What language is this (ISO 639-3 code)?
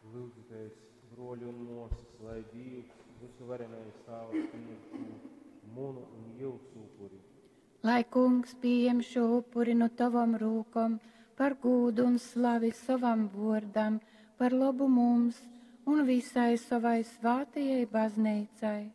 ltg